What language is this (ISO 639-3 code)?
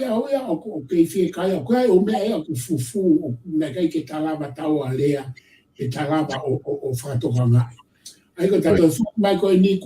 ton